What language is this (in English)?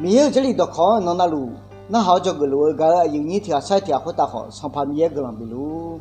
Akha